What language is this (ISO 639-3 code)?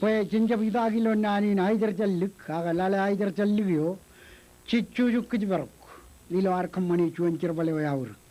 mah